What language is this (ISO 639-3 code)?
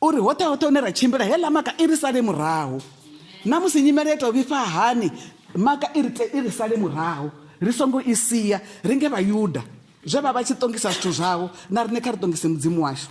ven